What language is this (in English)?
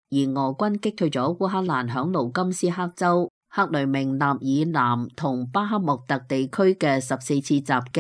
Cantonese